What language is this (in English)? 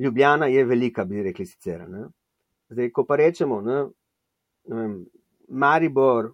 Slovenian